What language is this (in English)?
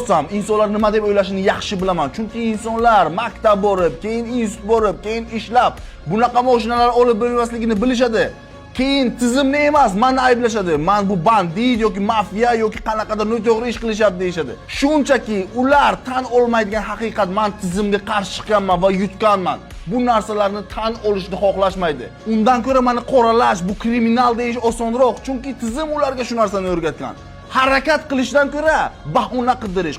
Uzbek